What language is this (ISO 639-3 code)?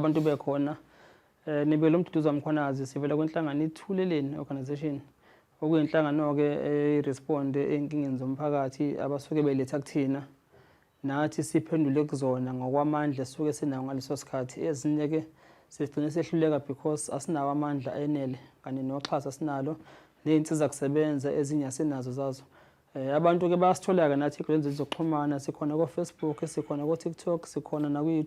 zul